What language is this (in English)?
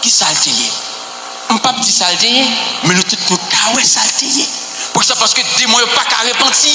Haitian Creole